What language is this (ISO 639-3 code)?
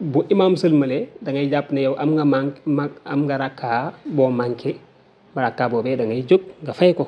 wol